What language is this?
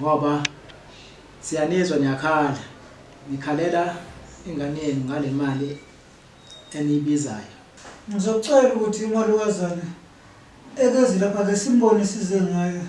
Zulu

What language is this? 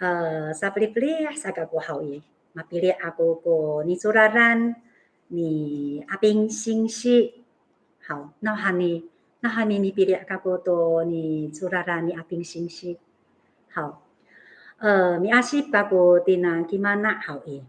Amis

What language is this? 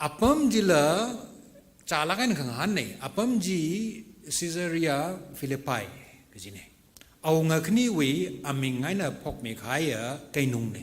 Tangkhul Naga (India)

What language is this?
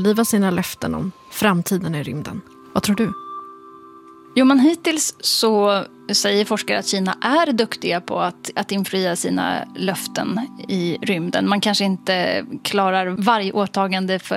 Swedish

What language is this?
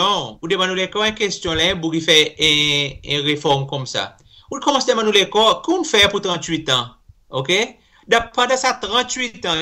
Seselwa Creole French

